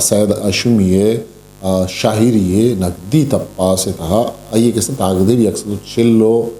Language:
Eastern Balochi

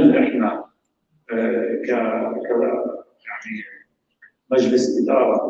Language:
North Levantine Arabic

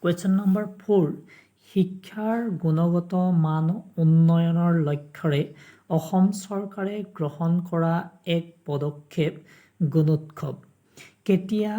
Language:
Assamese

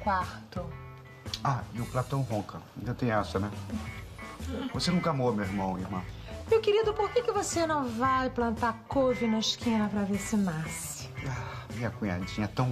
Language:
Portuguese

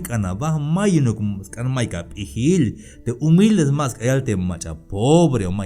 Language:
Tzeltal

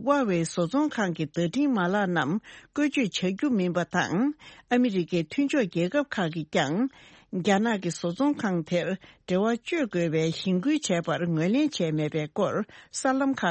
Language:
Tibetan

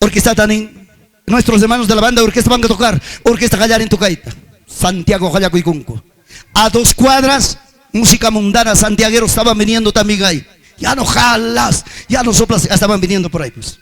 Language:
Ayacucho Quechua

